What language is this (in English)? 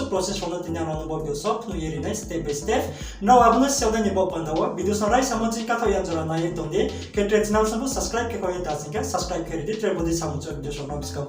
Riang (India)